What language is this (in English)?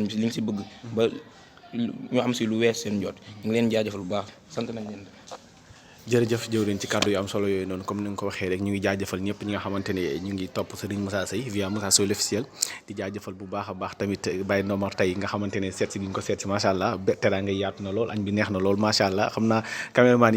Wolof